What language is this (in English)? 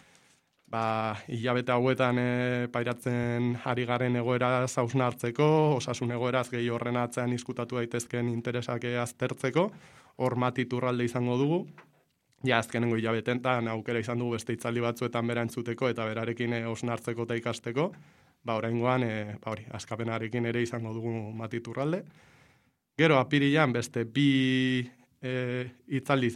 Basque